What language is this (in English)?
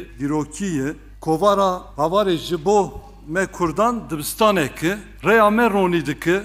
Kurdish